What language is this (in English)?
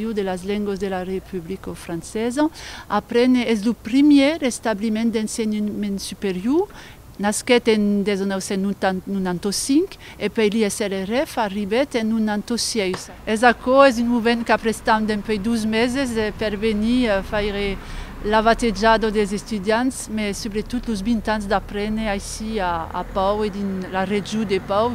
Occitan